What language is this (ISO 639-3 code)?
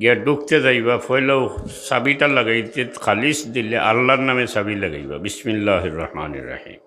syl